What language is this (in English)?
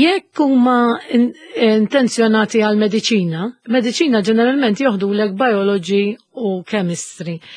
Maltese